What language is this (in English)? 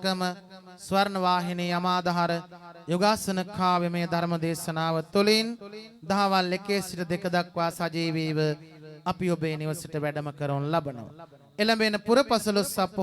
Sinhala